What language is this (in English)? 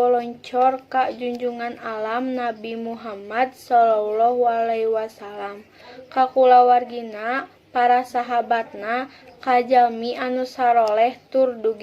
Sundanese